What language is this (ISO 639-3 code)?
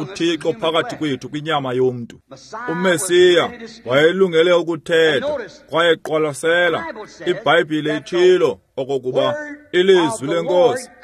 xho